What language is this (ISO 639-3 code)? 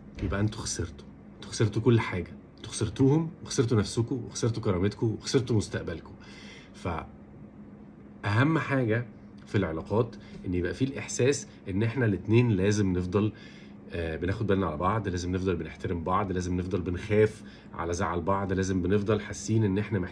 arz